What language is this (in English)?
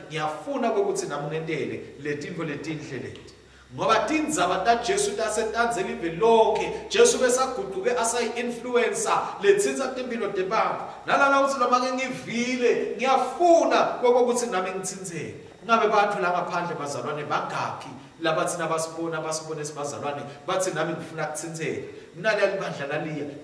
Swati